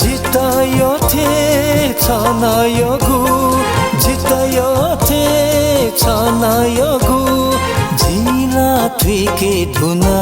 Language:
Newari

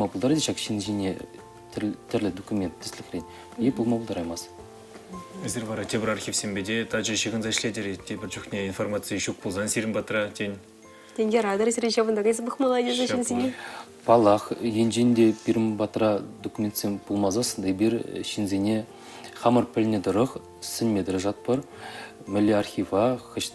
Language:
Chuvash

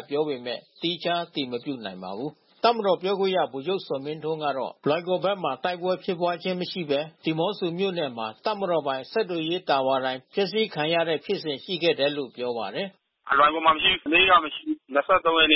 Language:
Burmese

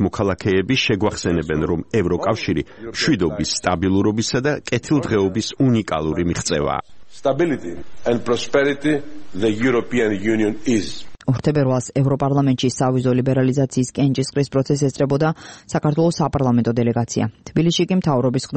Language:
Georgian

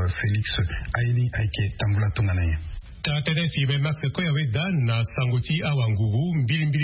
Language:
Sango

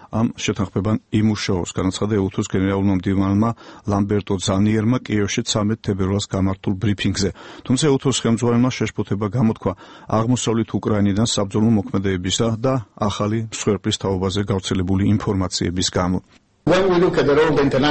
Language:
Georgian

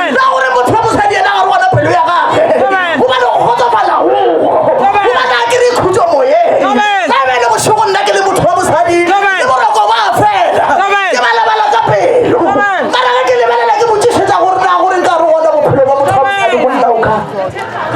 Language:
Northern Sotho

